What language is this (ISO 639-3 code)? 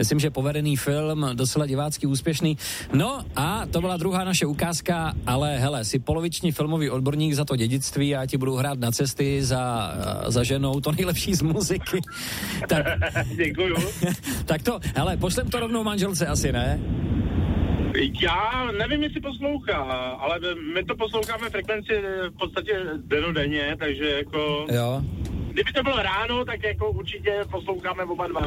ces